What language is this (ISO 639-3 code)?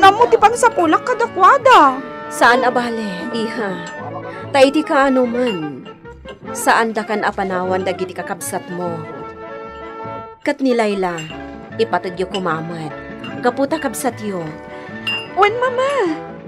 ilo